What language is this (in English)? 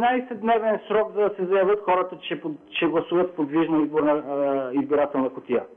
Bulgarian